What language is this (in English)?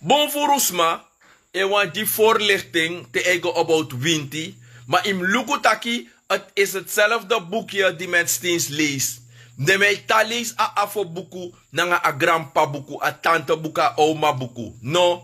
Sranan Tongo